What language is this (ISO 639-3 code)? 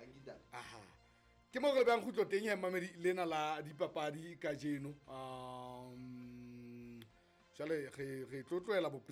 sot